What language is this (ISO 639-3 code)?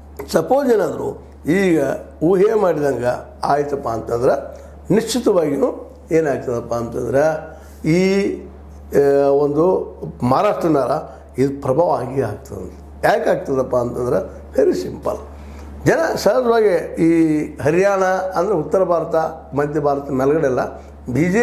kan